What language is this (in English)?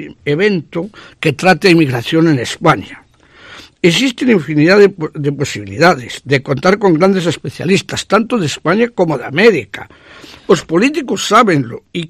Galician